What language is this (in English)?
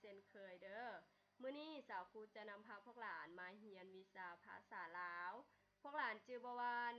Lao